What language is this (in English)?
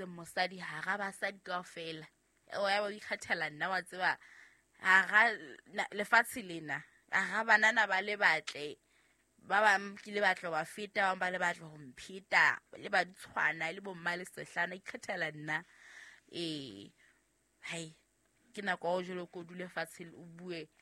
Southern Sotho